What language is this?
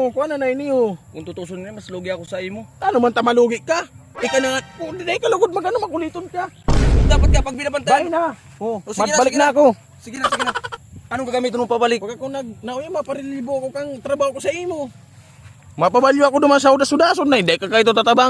Bikol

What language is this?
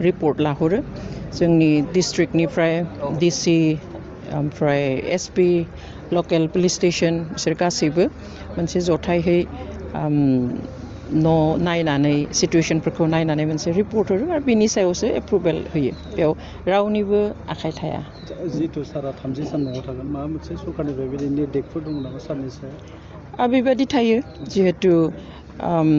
Bodo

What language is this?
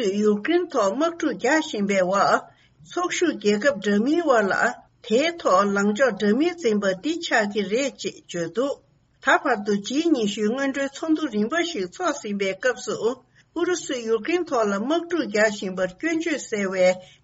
Tibetan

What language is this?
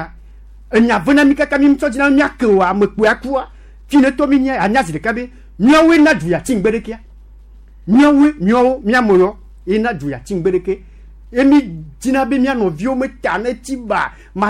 Gen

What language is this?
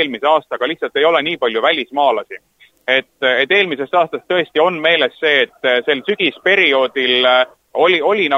Estonian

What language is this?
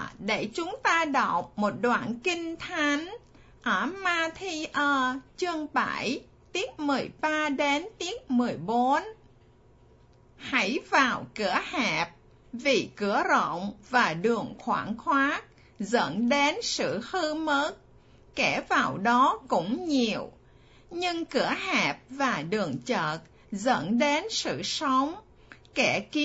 Vietnamese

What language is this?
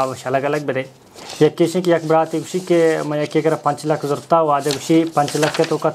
Baluchi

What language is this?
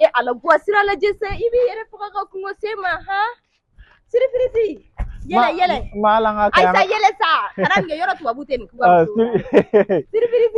Bambara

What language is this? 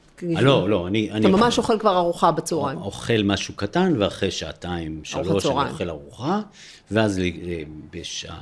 Hebrew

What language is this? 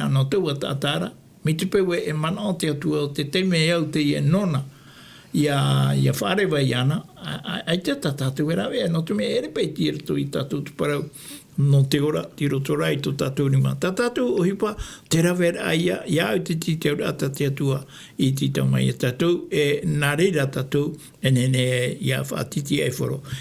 Tahitian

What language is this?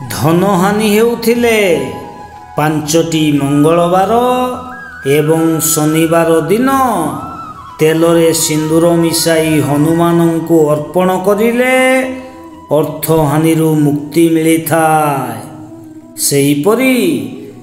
Odia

